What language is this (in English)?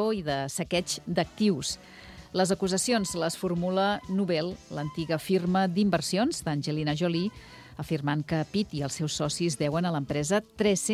Catalan